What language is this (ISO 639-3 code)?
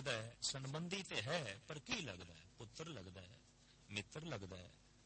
pan